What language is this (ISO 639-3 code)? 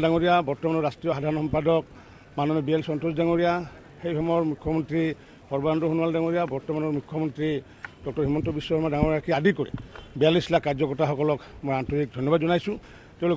asm